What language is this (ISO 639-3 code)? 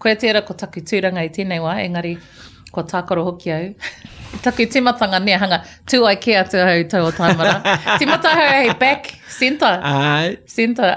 mri